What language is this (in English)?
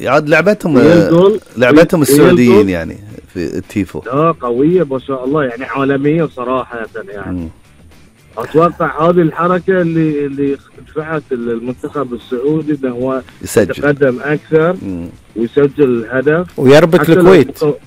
Gulf Arabic